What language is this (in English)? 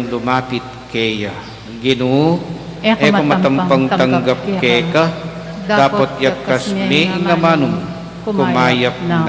Pampanga